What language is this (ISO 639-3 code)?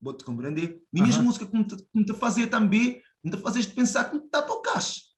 kea